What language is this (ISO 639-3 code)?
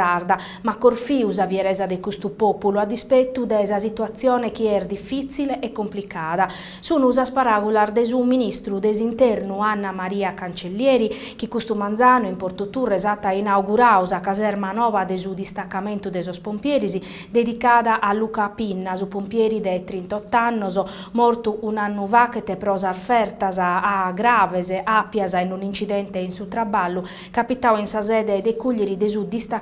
srd